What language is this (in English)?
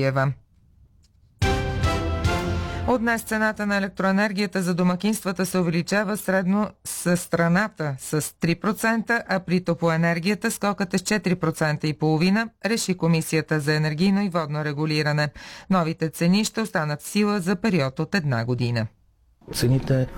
Bulgarian